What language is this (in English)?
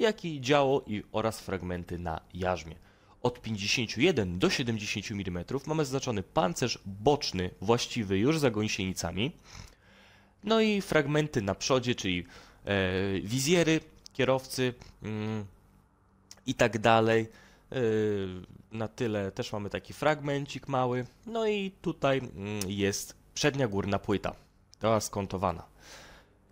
Polish